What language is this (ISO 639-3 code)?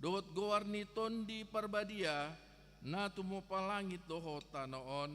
bbc